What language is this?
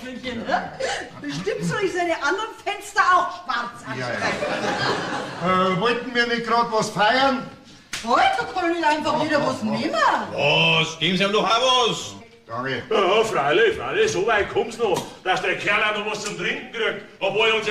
Bavarian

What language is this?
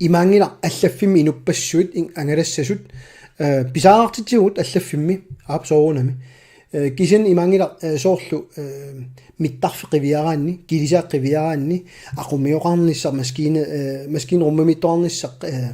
Kalaallisut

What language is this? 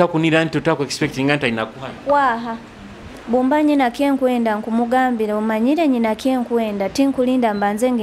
Nyoro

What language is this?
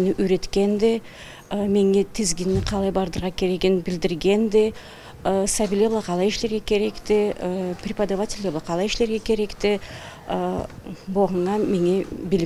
Karachay-Balkar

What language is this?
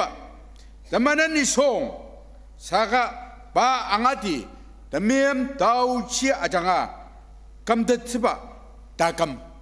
Ao Naga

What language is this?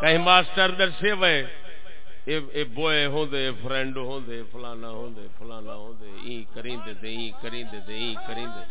Saraiki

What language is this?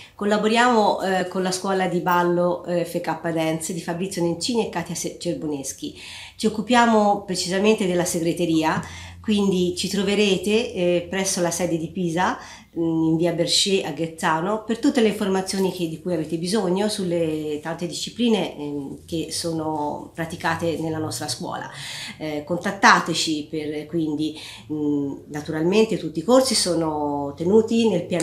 Italian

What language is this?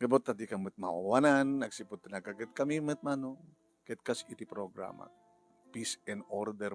Iloko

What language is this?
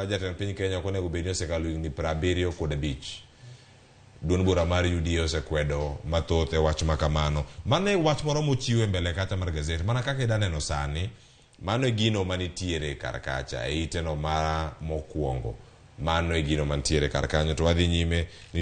Luo (Kenya and Tanzania)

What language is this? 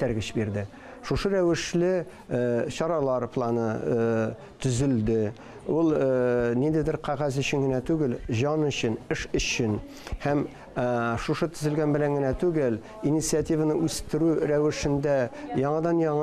Tatar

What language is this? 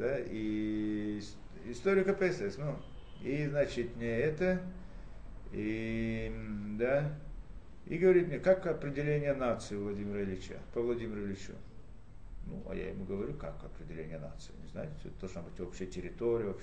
Russian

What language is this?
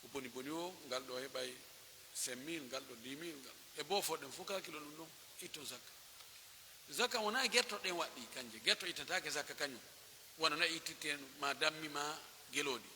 Pular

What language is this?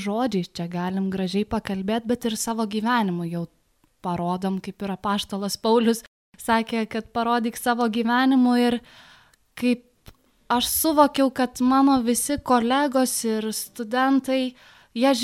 Lithuanian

